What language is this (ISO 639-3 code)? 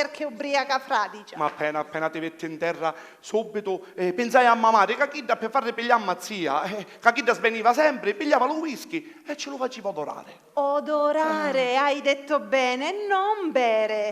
scn